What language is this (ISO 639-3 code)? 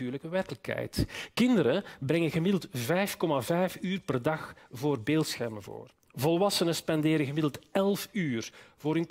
nld